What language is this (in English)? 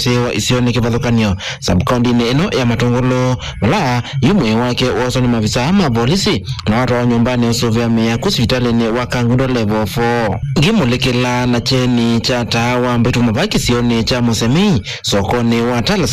Kamba